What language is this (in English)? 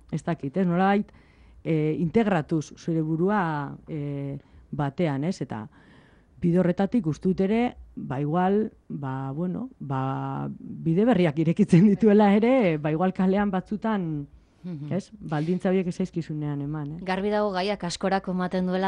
Basque